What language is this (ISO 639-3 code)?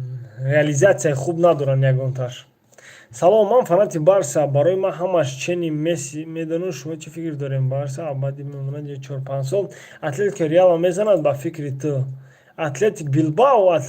tgk